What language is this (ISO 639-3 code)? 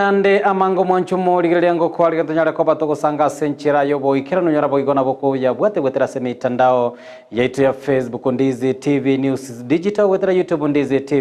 guz